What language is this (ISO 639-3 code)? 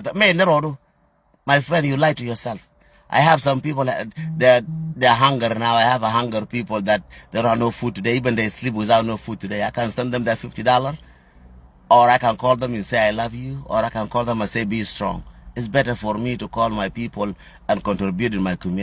nus